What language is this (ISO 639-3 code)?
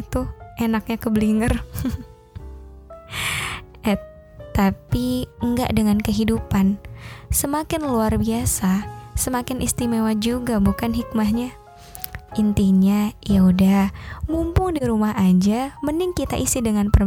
ind